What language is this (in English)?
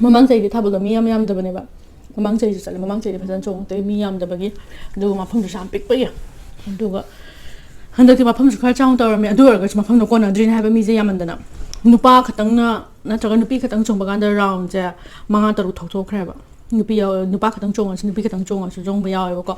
Manipuri